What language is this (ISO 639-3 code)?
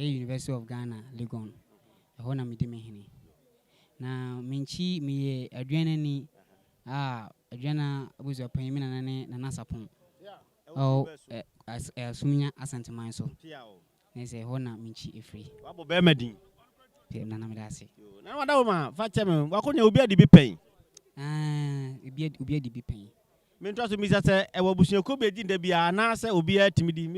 aka